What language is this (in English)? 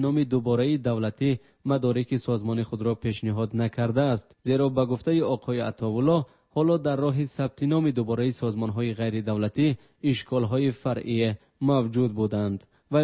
Persian